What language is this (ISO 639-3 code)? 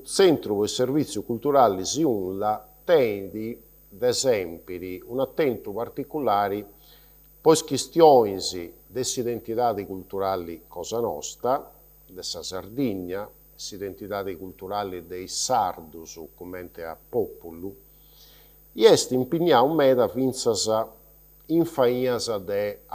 srd